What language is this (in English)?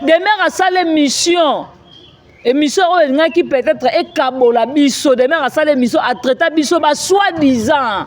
Lingala